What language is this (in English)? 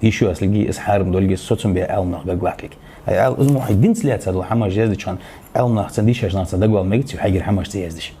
Ingush